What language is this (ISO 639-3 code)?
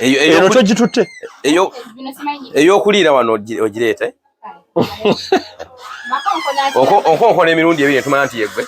lug